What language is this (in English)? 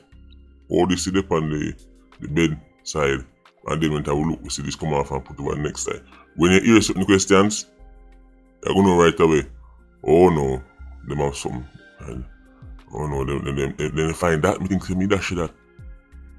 Jamaican Creole English